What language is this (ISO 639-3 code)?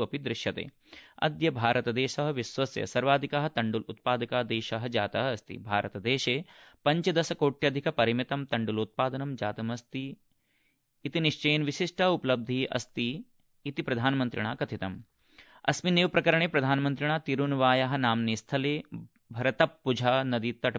san